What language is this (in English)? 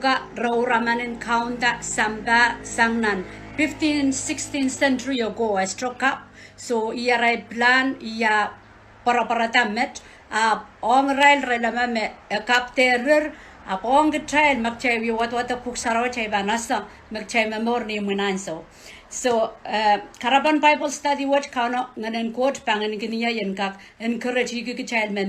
Pohnpeian